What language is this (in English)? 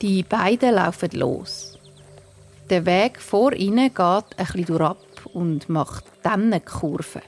Swiss German